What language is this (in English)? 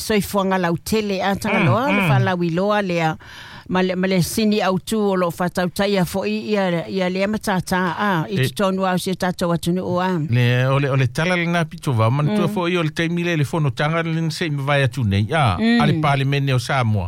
Samoan